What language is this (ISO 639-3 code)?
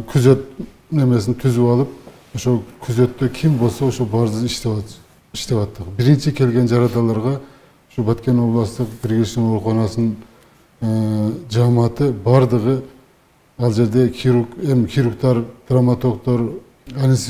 kir